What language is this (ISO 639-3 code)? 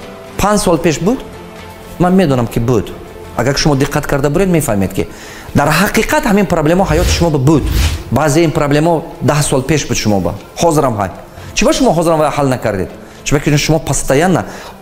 tgk